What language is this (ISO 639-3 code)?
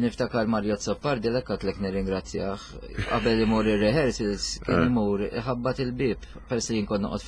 mlt